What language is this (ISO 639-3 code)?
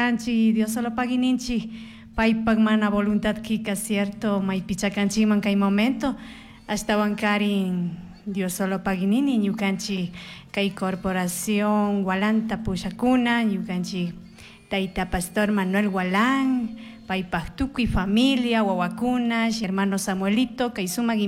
qug